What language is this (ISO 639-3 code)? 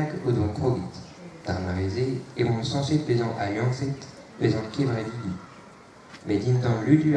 bre